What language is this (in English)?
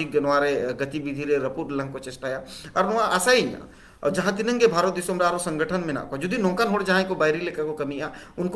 Santali